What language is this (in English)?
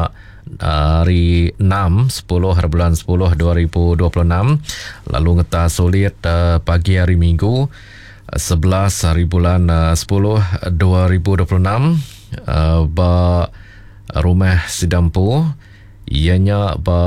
Iban